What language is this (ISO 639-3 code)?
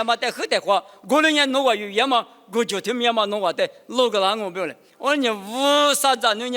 lis